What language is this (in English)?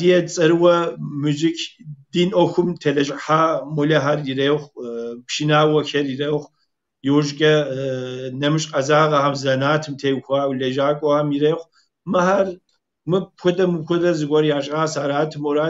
Kabardian